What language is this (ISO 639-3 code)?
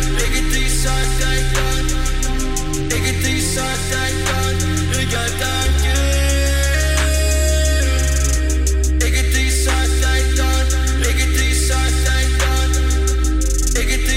isl